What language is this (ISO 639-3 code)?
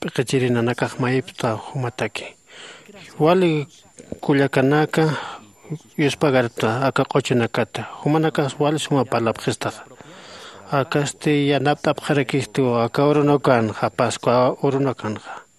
aym